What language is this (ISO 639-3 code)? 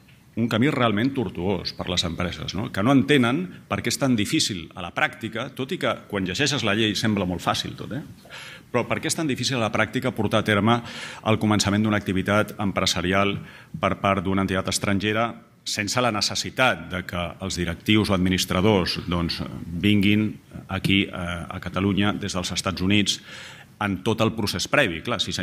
cat